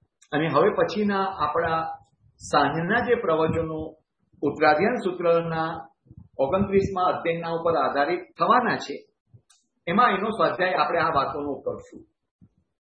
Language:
Gujarati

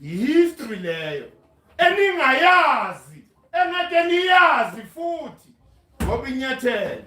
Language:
Zulu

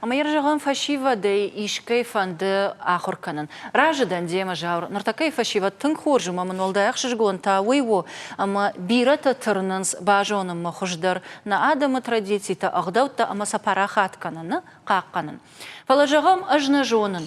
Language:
Ossetic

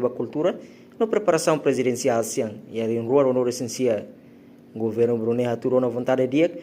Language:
Tetum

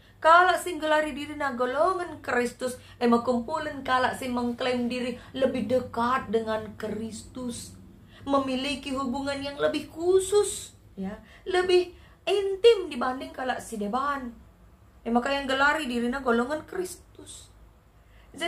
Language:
Batak Karo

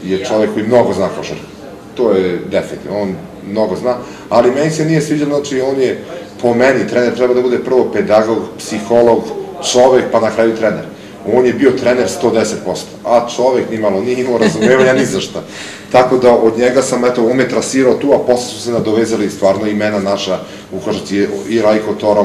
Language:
Serbian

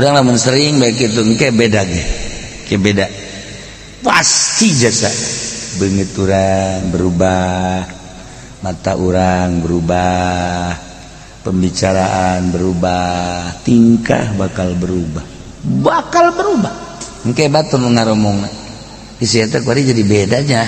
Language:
Sundanese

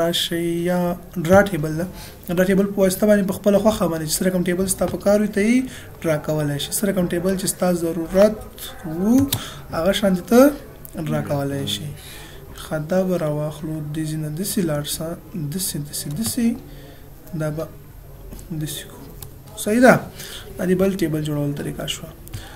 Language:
Pashto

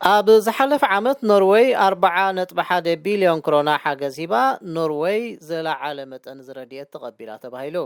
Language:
Tigrinya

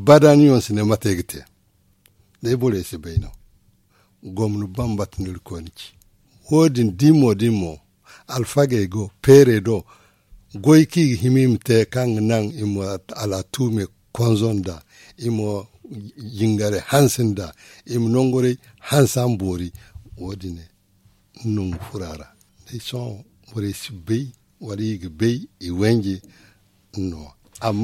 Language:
Zarma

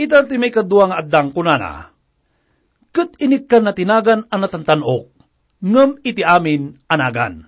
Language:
Iloko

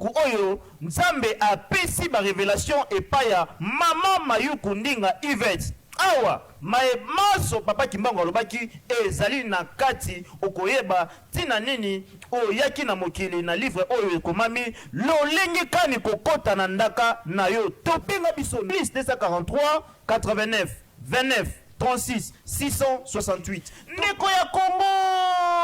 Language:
Lingala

